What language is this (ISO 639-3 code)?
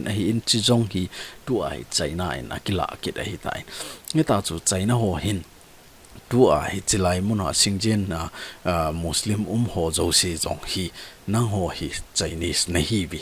tcz